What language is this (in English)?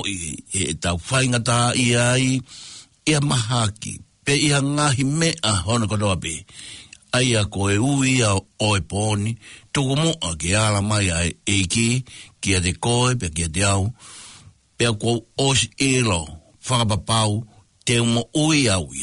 Tongan